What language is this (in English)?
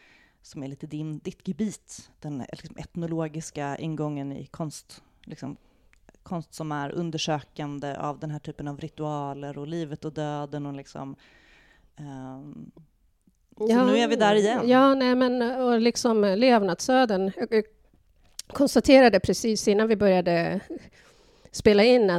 Swedish